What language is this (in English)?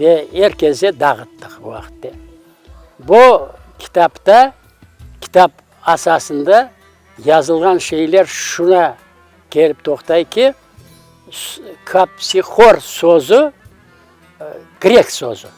Crimean Tatar